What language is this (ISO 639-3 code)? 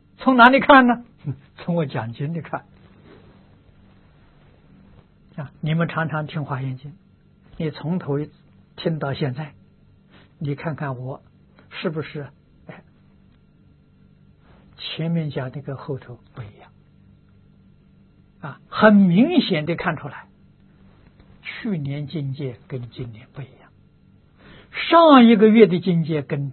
zho